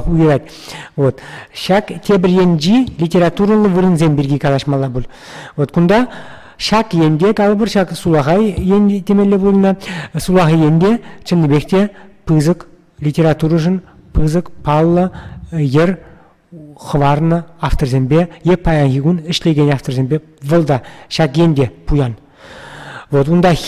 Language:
Chuvash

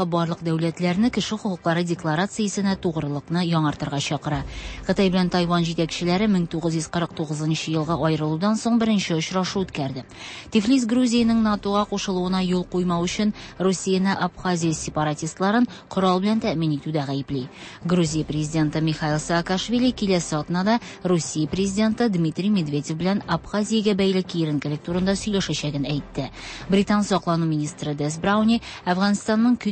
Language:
Tatar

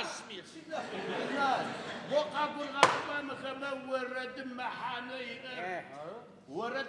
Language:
Adyghe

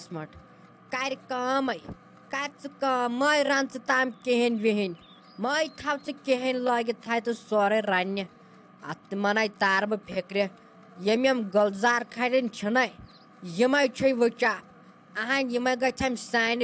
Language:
Kashmiri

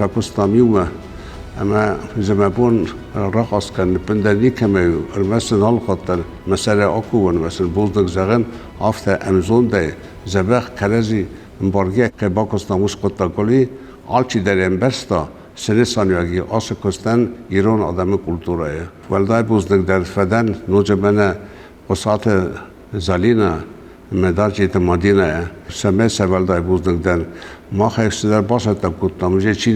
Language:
Ossetic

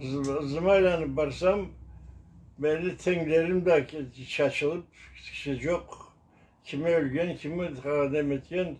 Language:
Karachay-Balkar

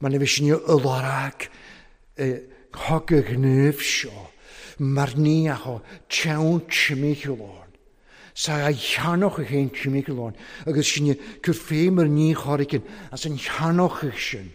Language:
Welsh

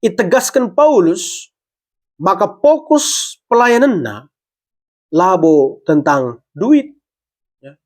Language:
Batak Karo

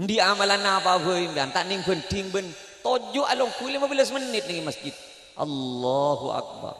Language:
Madurese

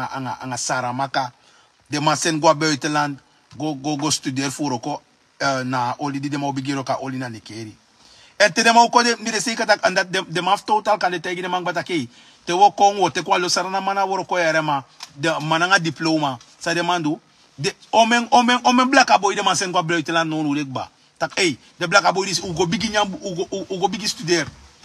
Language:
Sranan Tongo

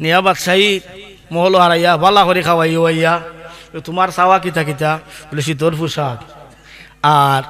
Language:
Sylheti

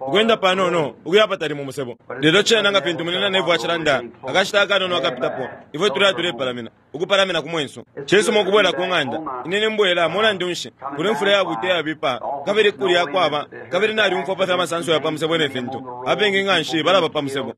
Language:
Bemba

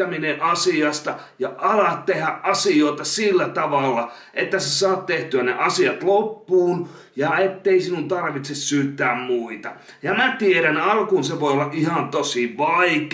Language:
Finnish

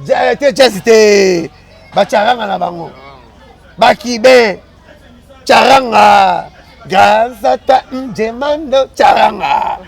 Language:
Lingala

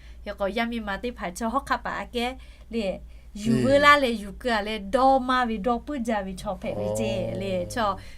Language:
Lahu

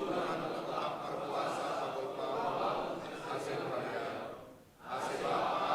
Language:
Batak Simalungun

